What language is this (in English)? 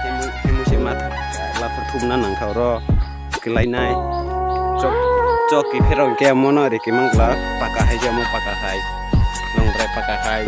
Kok Borok